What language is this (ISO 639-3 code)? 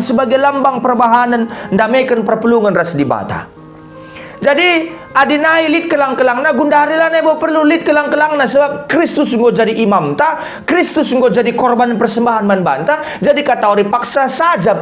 btx